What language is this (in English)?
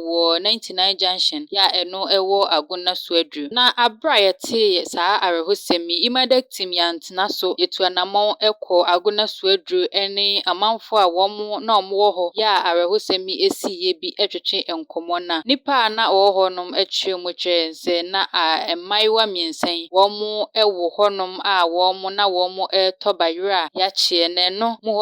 Akan